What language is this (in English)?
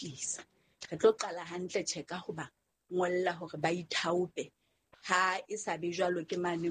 Southern Sotho